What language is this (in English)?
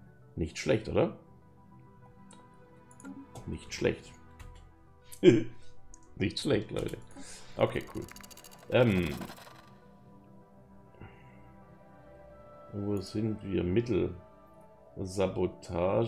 German